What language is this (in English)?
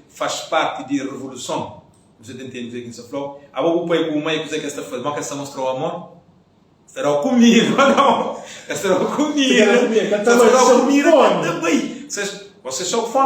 Kabuverdianu